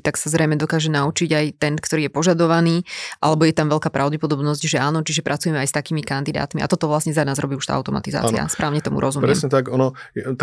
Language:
Slovak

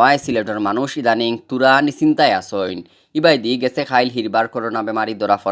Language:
Sylheti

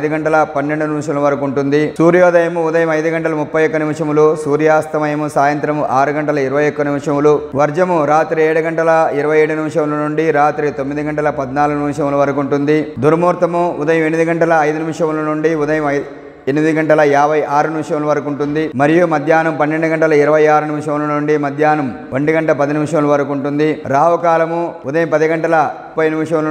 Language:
Telugu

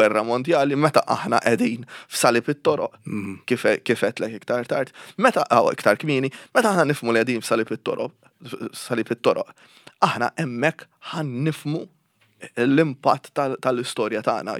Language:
Maltese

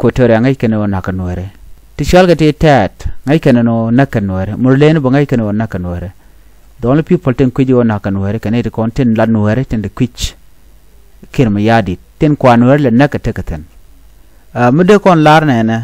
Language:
Nuer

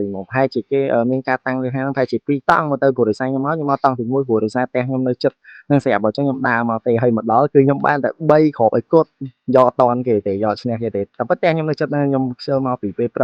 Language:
Khmer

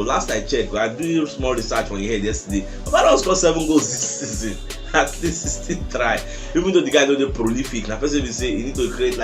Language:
Nigerian Pidgin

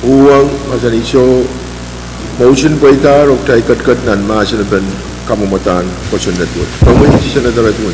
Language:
Pohnpeian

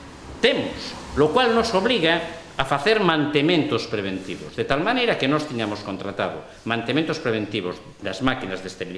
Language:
Galician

